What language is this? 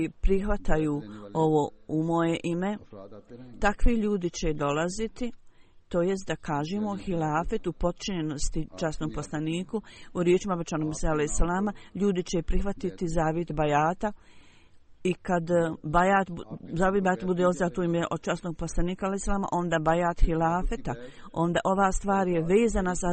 Croatian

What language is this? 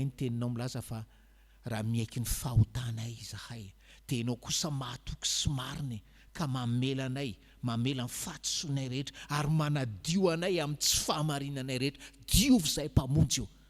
Malagasy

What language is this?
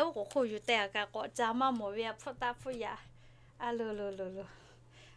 Lahu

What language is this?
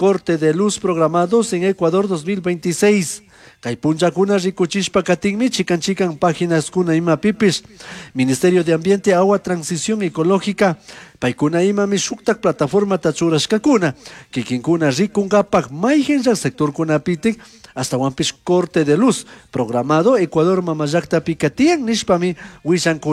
Chimborazo Highland Quichua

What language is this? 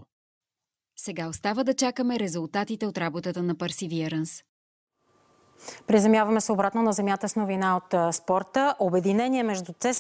Bulgarian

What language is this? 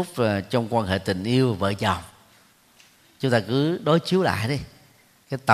Vietnamese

